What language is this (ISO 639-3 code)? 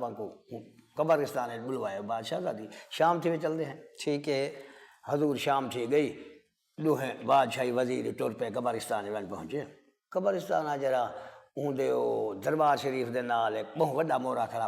skr